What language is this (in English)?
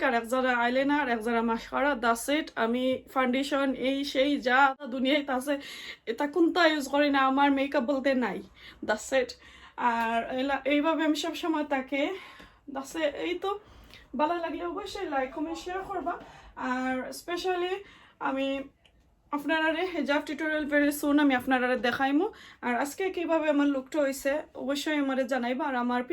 Sylheti